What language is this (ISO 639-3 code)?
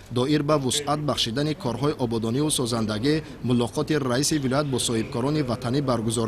tgk